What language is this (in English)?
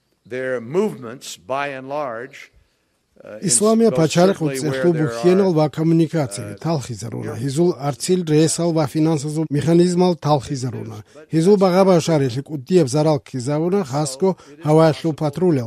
Avaric